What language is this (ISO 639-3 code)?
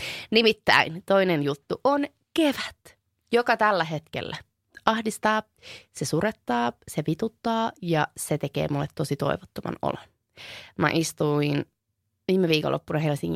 fin